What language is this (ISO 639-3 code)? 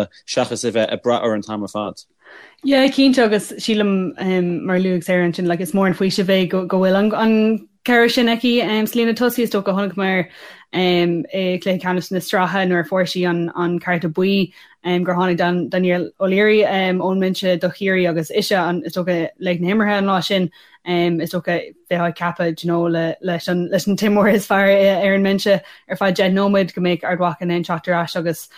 gle